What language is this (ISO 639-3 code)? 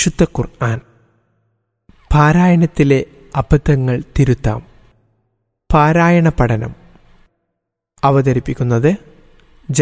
mal